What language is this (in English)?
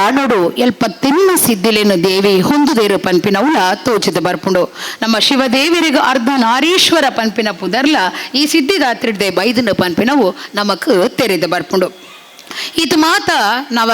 Tulu